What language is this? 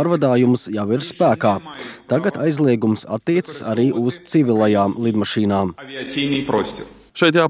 Latvian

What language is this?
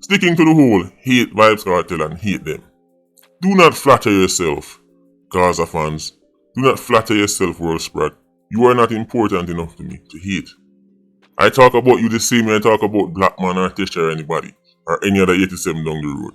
Jamaican Creole English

